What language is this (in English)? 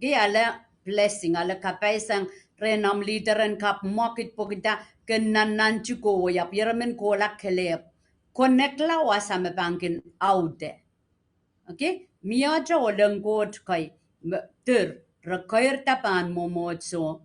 Pohnpeian